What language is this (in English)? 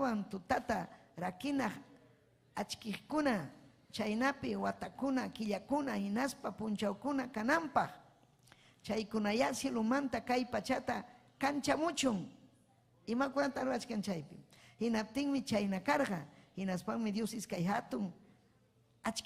Ayacucho Quechua